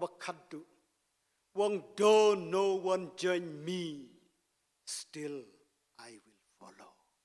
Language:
Khasi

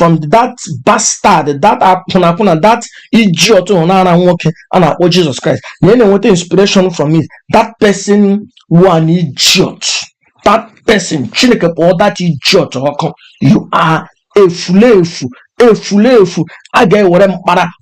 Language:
Igbo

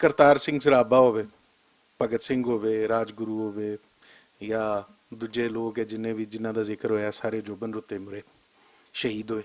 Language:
Western Panjabi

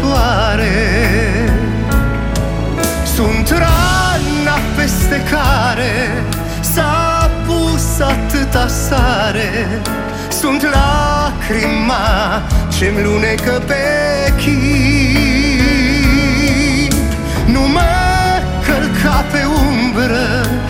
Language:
Romanian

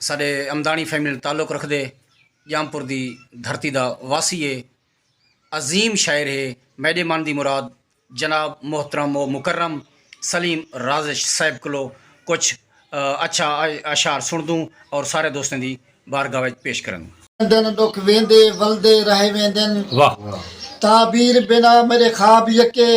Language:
Saraiki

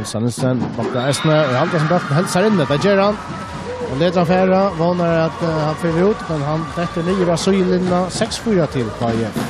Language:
Faroese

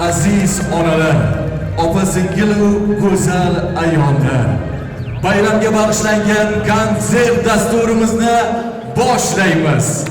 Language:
Kara-Kalpak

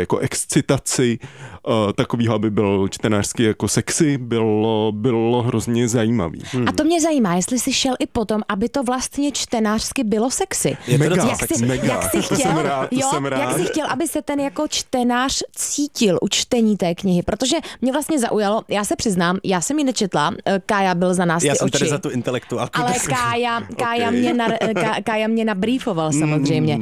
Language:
Czech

